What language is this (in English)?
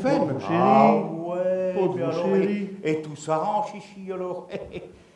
Picard